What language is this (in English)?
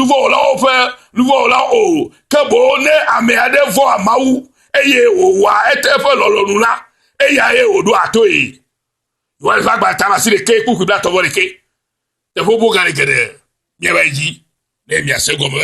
Ewe